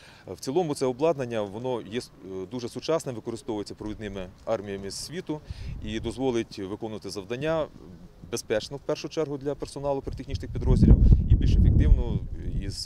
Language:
Ukrainian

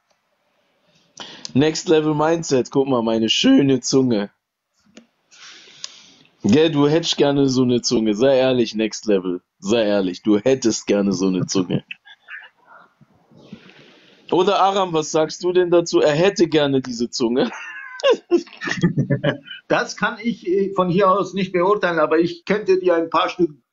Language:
German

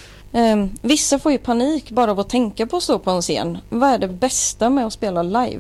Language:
Swedish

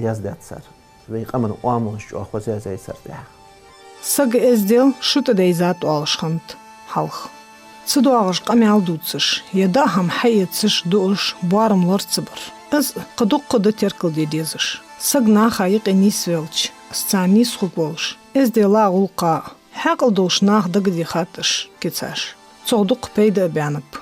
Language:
Ingush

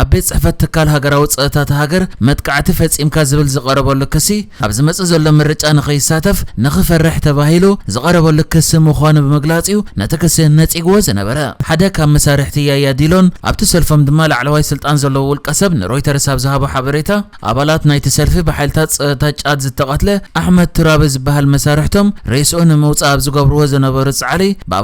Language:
Tigrinya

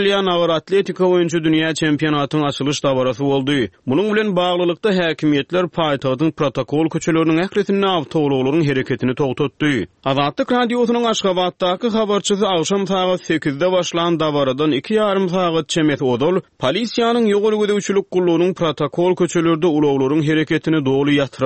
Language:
Turkmen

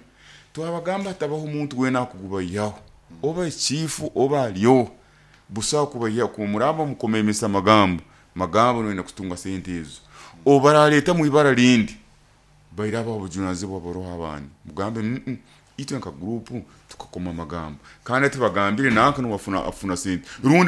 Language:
Nyoro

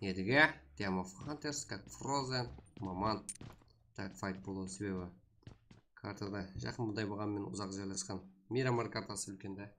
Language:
Kara-Kalpak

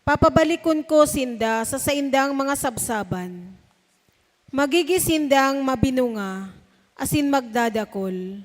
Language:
Bikol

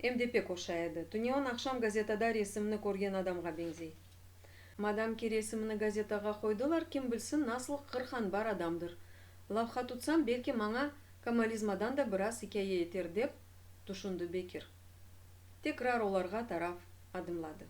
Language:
Crimean Tatar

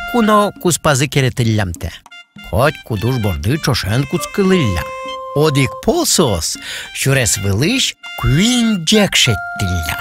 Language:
Udmurt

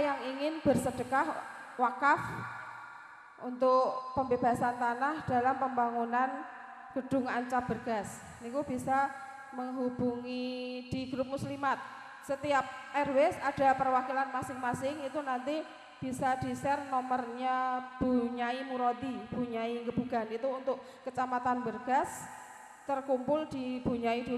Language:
Indonesian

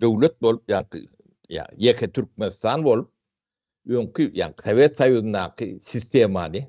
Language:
Turkmen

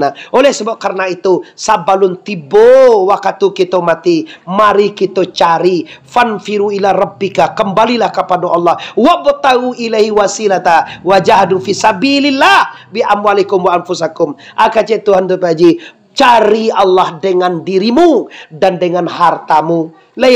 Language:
Minangkabau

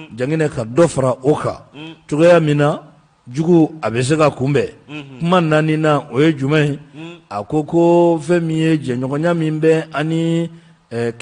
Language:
Bambara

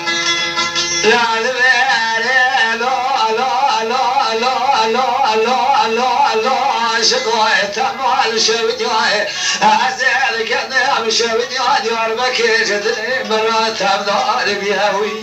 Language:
Kurdish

